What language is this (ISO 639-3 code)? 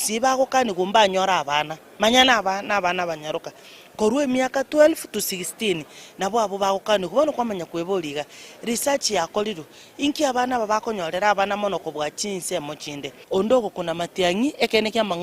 guz